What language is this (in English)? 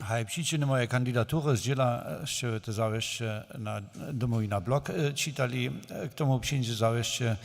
Upper Sorbian